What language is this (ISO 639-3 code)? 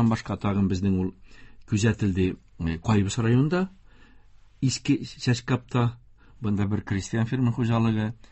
tat